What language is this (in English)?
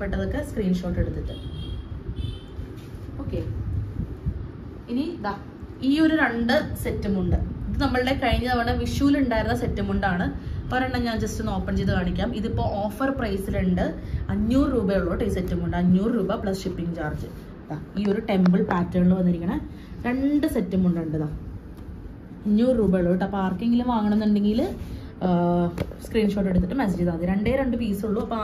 Malayalam